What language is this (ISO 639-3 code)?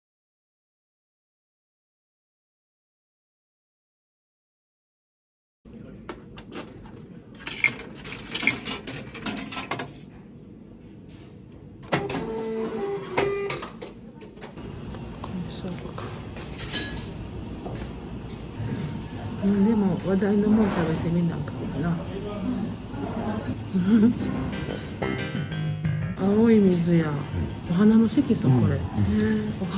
jpn